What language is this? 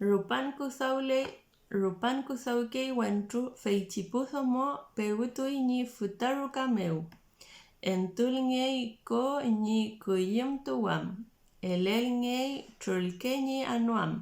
Mapuche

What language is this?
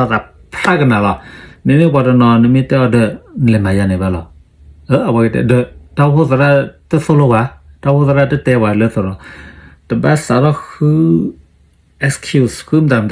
S'gaw Karen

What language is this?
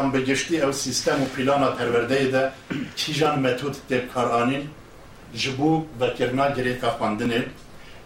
Kurdish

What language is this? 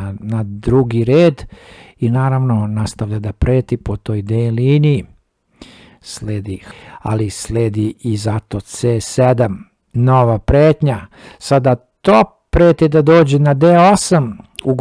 Serbian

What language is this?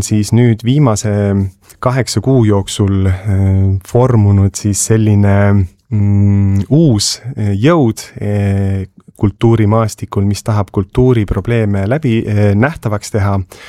Estonian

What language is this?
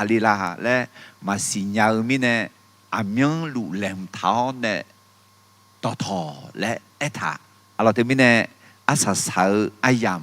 Akha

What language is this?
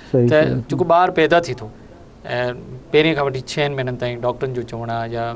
Sindhi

